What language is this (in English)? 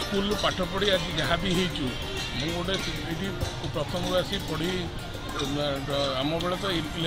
Odia